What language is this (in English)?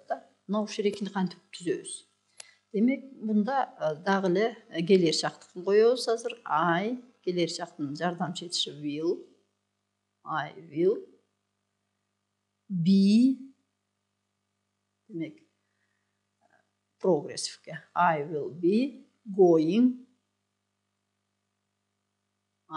Kyrgyz